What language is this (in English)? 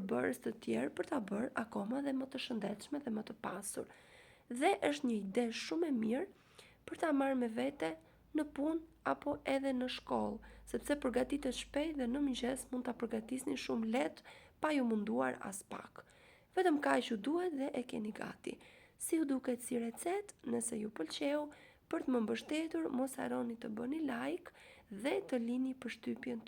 Albanian